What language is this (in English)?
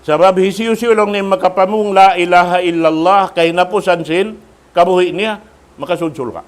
Tausug